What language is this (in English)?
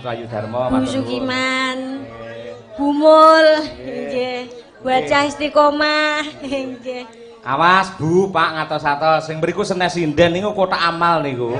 Javanese